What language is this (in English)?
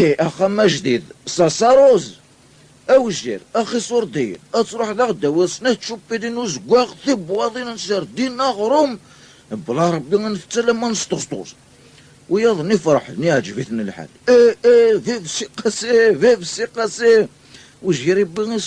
Kabyle